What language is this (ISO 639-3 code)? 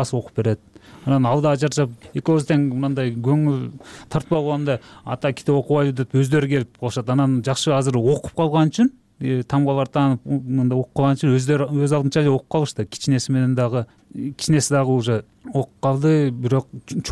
kir